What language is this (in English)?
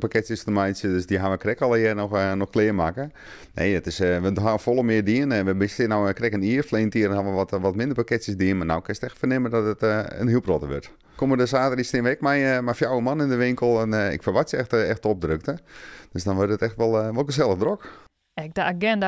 Western Frisian